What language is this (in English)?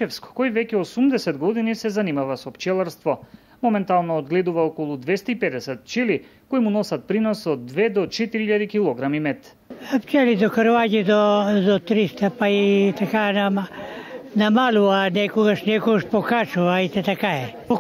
Macedonian